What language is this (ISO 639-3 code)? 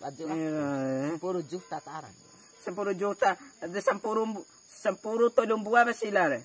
bhp